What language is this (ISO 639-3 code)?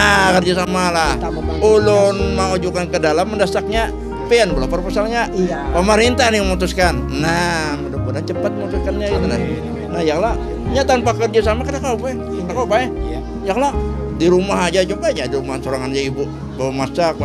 bjn